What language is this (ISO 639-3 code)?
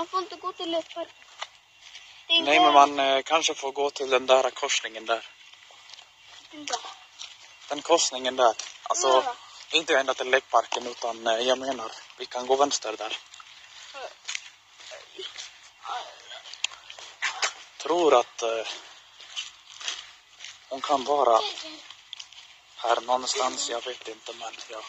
swe